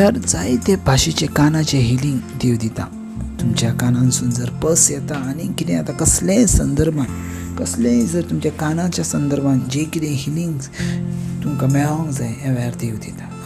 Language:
Konkani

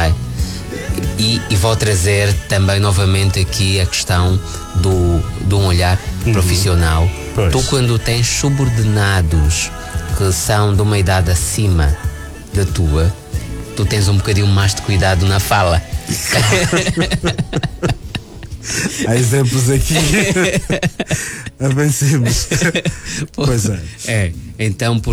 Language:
Portuguese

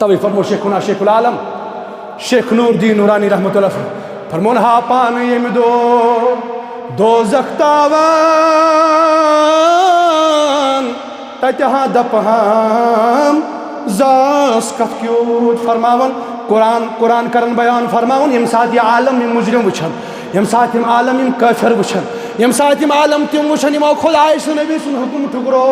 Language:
Kashmiri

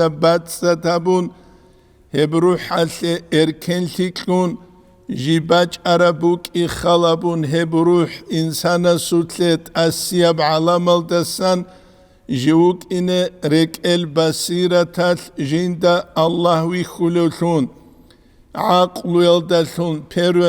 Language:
Avaric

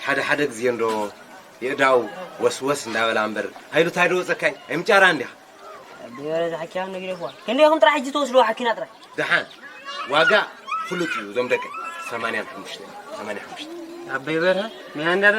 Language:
Tigrinya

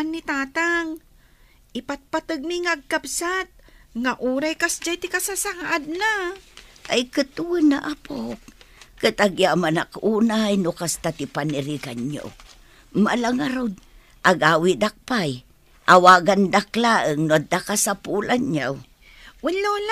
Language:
Iloko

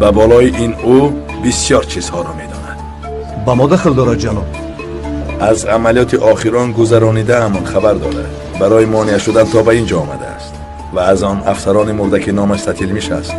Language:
Tajik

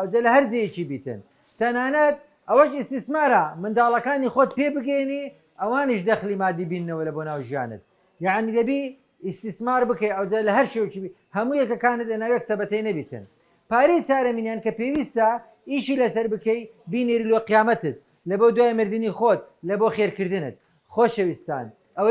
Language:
Central Kurdish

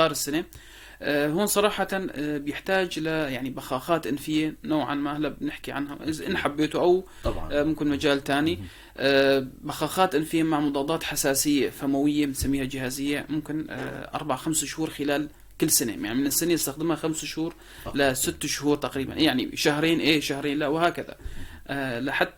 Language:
North Levantine Arabic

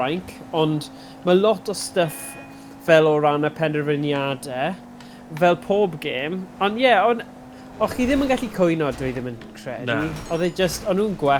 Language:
Welsh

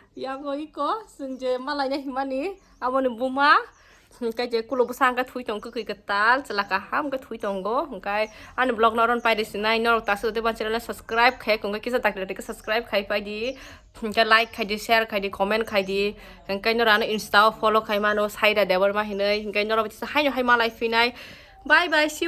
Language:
Kok Borok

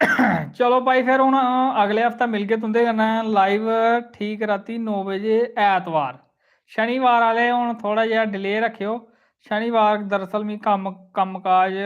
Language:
Dogri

